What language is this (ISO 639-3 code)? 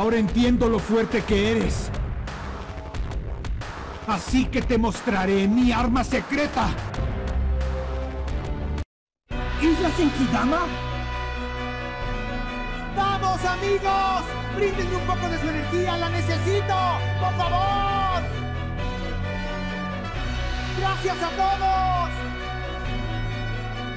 spa